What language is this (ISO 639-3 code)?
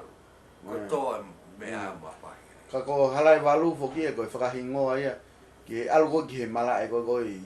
ton